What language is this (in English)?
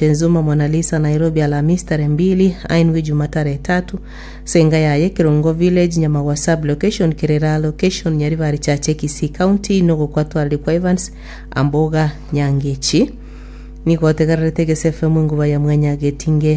Gusii